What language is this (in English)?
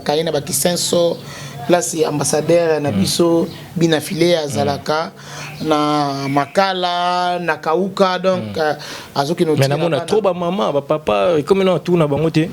Lingala